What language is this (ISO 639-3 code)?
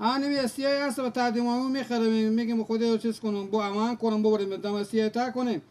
fas